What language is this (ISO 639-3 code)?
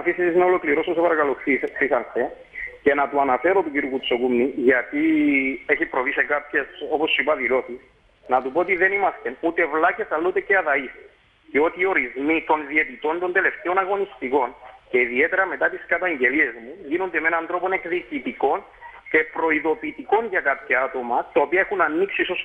ell